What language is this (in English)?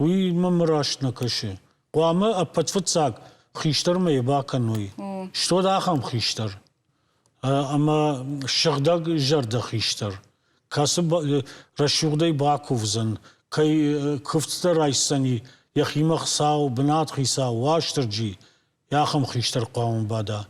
Ossetic